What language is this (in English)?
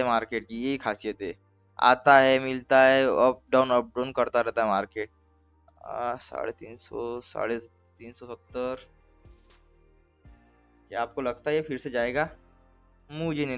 Hindi